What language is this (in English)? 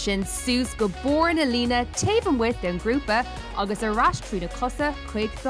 Irish